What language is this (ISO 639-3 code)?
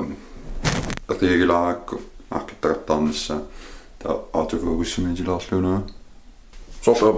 kal